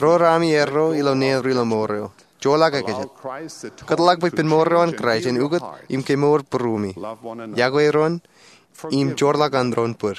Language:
Marshallese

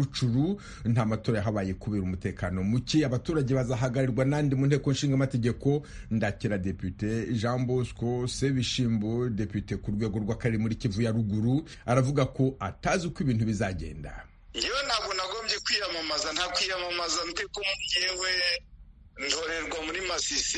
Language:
Kinyarwanda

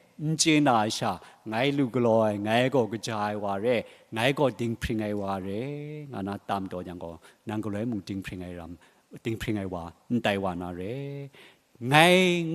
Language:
Kachin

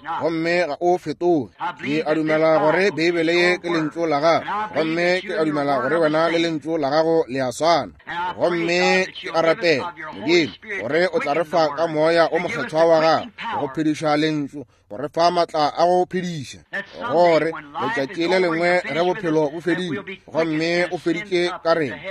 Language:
Northern Sotho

